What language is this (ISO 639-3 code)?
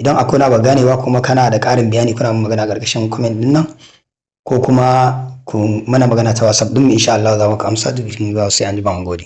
hau